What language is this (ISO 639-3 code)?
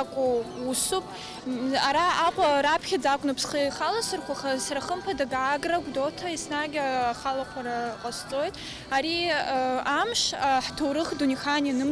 abk